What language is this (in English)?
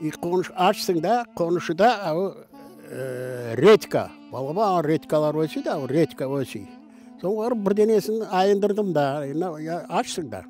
Crimean Tatar